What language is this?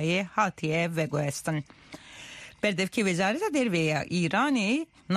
Kurdish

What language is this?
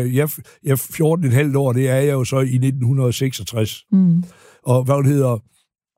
Danish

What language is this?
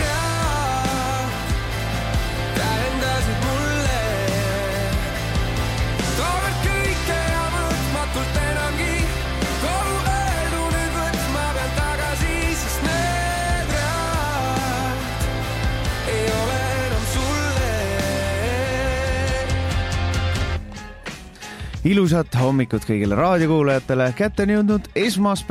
Estonian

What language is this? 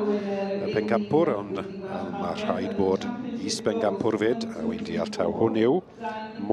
Welsh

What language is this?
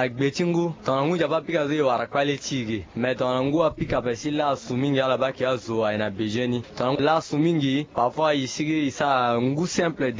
Sango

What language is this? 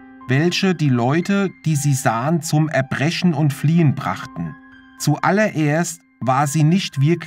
German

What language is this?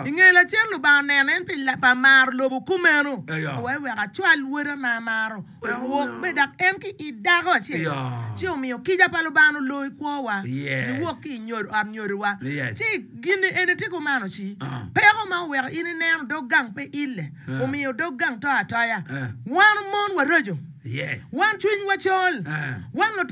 Acoli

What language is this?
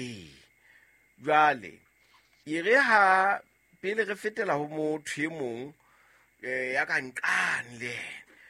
Southern Sotho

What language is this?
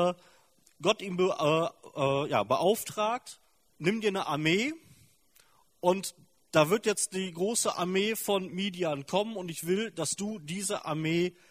German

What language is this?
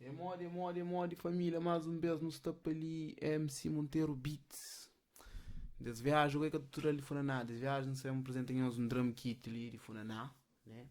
Kabuverdianu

